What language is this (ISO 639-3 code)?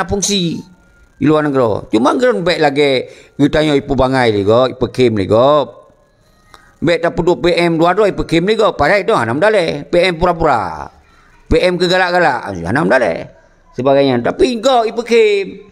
ace